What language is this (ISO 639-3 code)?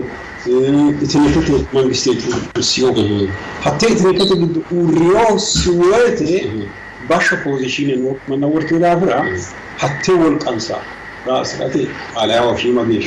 sid